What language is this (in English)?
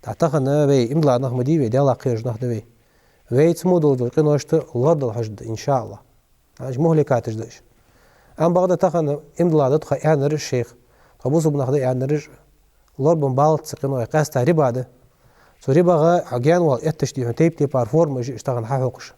Ingush